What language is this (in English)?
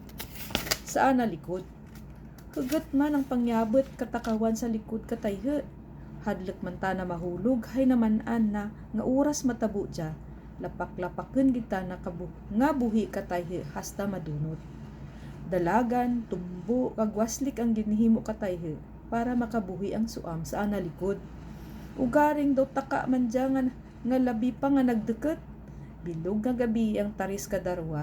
Kinaray-a